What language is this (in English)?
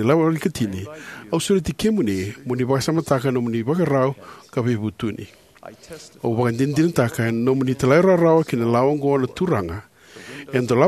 Fijian